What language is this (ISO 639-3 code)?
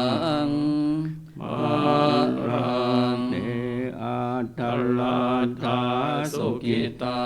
pli